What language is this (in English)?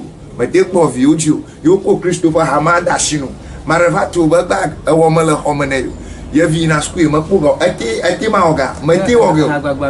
Ewe